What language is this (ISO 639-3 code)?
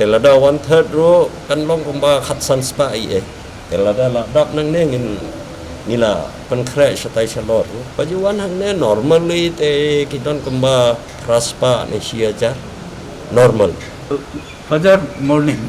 kha